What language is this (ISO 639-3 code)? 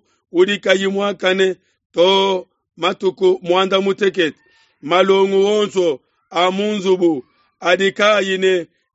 lua